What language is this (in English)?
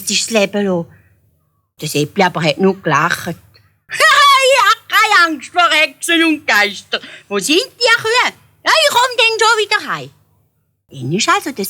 Swiss German